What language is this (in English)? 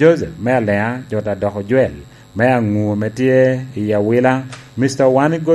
Lango (Uganda)